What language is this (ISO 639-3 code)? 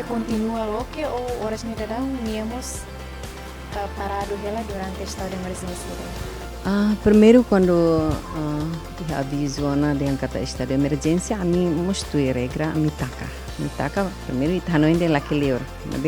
tet